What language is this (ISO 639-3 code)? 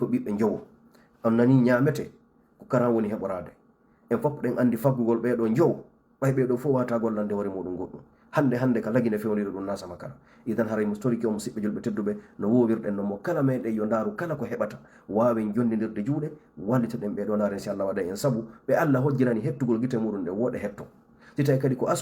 ful